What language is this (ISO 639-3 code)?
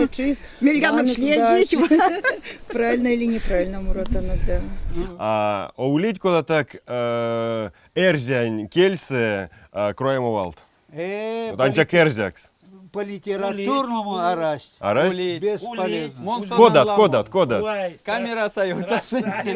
myv